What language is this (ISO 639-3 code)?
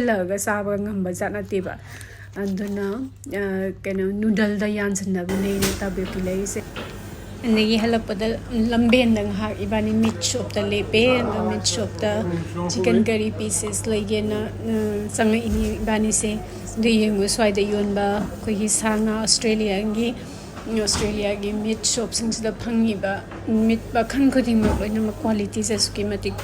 mni